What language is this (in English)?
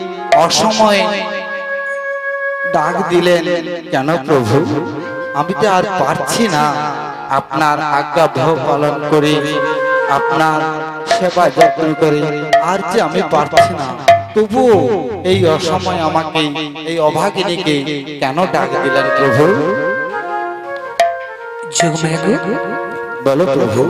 Bangla